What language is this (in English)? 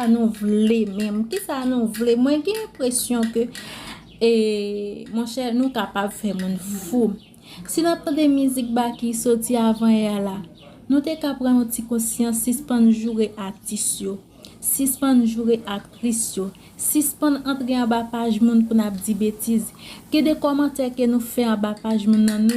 Haitian Creole